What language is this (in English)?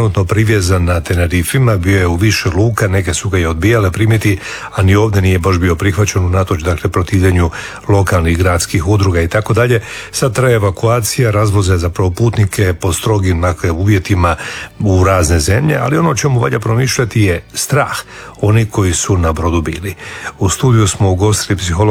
Croatian